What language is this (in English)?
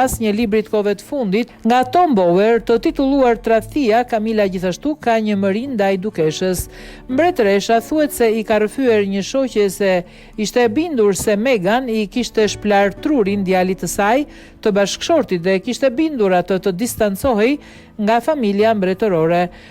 Albanian